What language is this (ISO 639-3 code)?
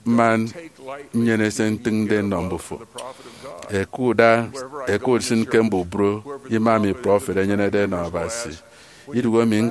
efi